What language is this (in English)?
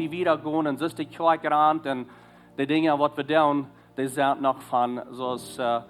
Plautdietsch